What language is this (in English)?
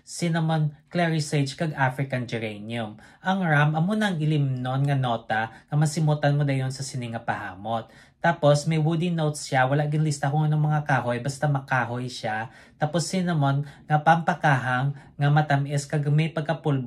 Hiligaynon